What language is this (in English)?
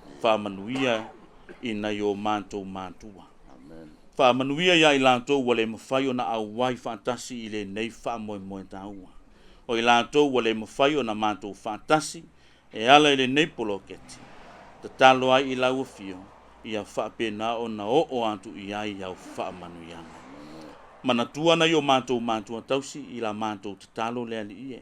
Samoan